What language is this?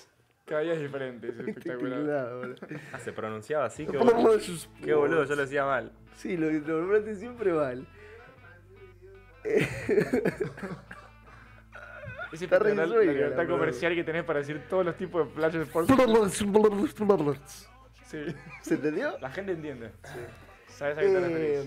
Spanish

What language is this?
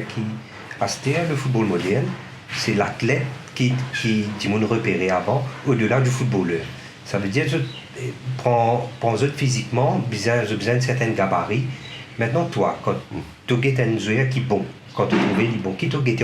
Morisyen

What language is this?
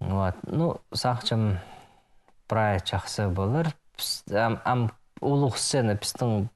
Khakas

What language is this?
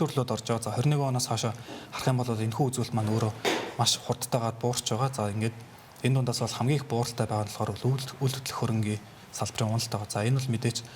Mongolian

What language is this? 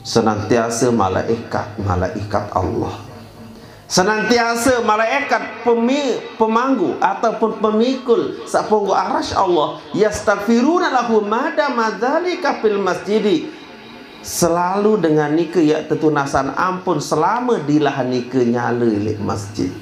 Sasak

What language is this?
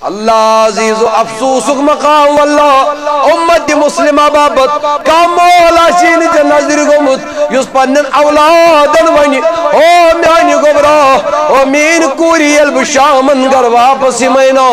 Kashmiri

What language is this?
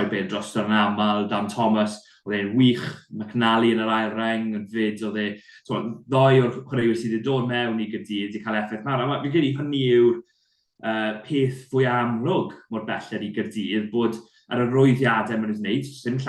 Welsh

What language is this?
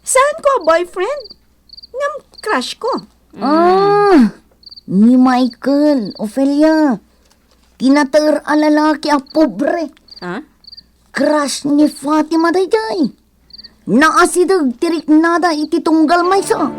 Iloko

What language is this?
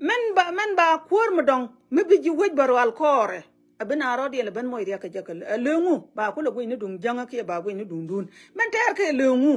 Nuer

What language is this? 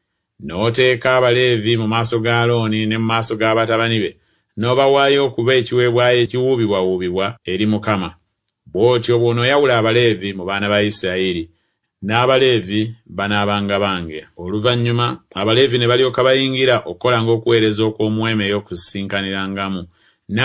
Ganda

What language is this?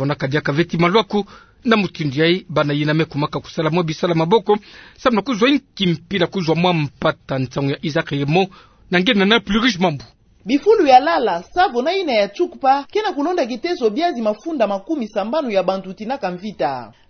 Kituba (Democratic Republic of Congo)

